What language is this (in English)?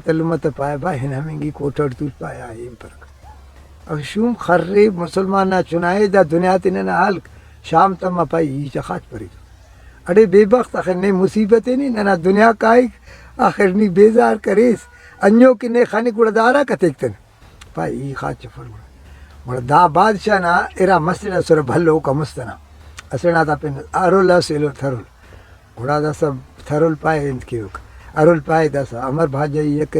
Brahui